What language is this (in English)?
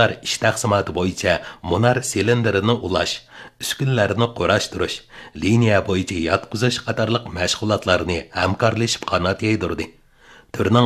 Uyghur